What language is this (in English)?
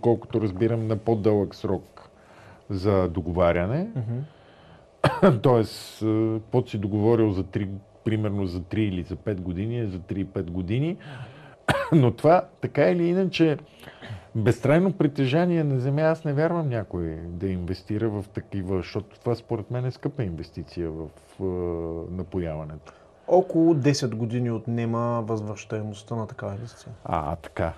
Bulgarian